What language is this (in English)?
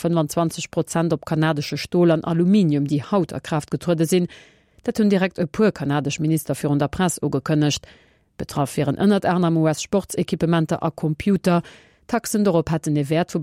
Luxembourgish